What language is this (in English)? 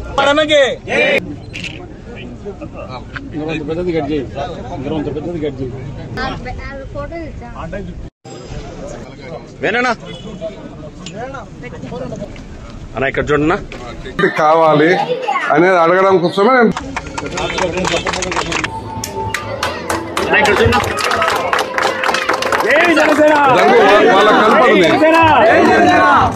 Telugu